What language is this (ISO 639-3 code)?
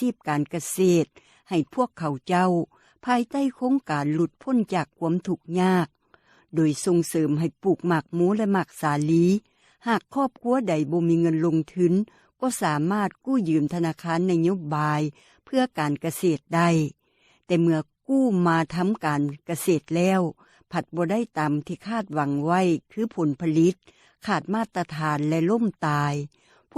lao